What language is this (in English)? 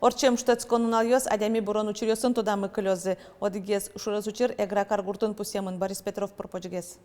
Udmurt